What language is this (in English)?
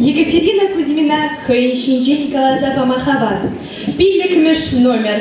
Chuvash